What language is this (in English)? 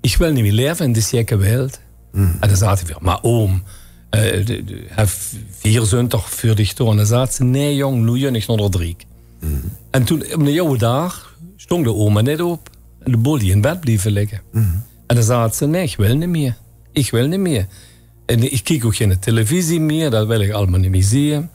Limburgish